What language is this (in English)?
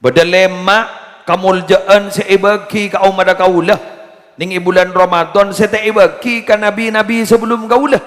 Madurese